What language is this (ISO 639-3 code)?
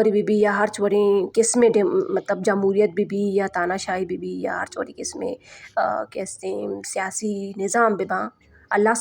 bal